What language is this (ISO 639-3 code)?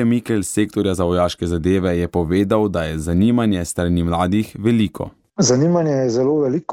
slv